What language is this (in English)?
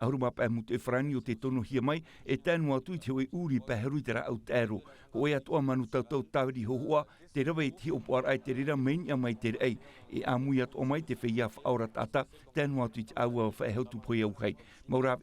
Tahitian